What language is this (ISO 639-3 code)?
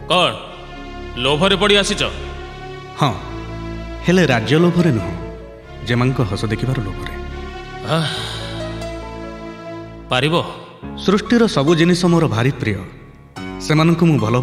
ori